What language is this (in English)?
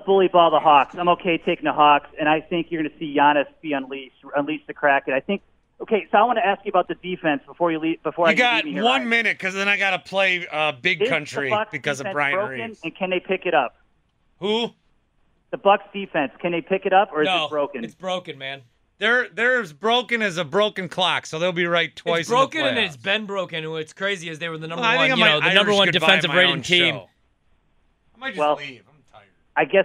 English